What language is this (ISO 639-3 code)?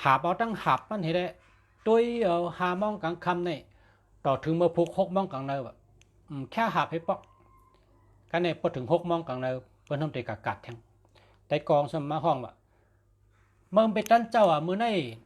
shn